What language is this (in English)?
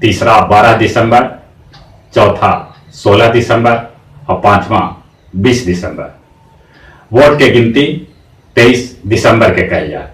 Magahi